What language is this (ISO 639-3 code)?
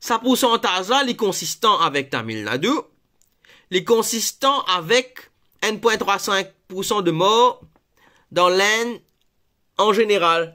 mfe